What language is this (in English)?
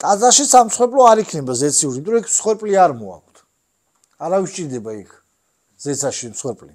Georgian